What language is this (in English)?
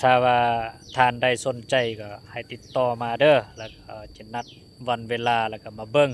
Lao